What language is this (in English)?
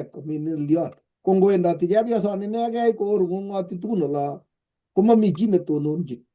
Kalenjin